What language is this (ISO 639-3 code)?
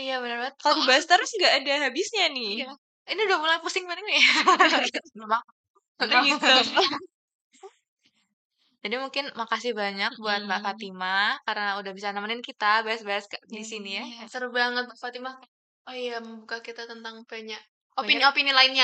ind